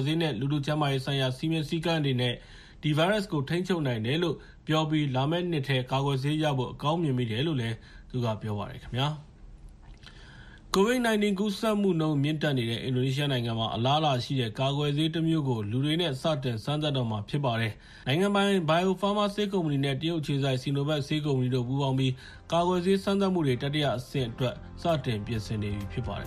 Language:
Burmese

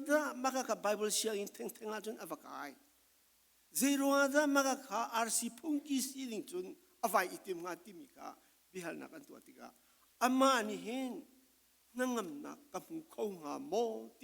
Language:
Falam Chin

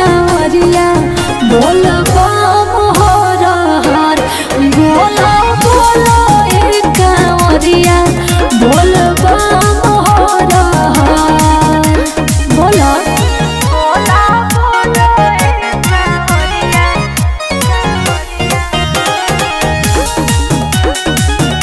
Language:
Bhojpuri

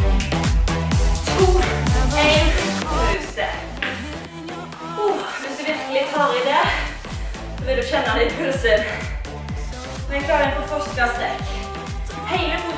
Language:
Norwegian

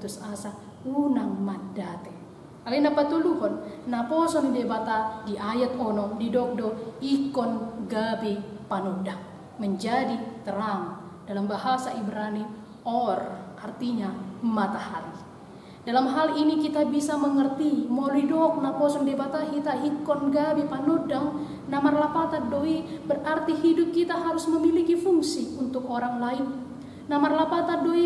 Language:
Batak Toba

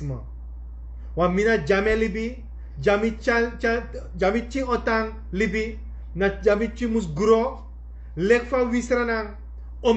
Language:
Sranan Tongo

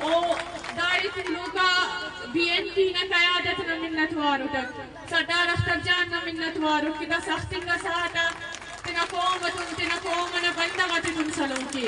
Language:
Brahui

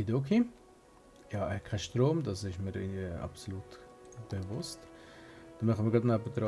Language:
Swiss German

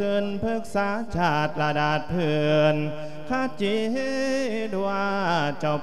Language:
Lao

